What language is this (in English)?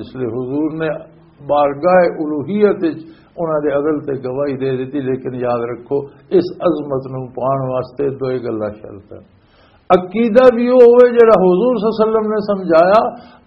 Western Panjabi